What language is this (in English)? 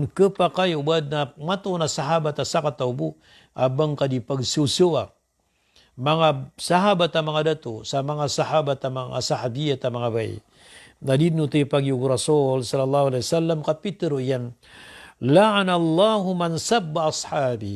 Maranao